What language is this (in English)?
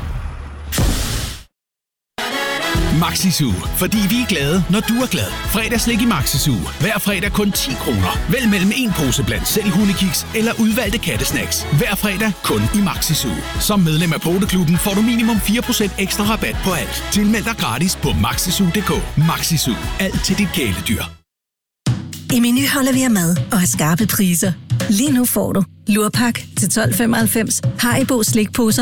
Danish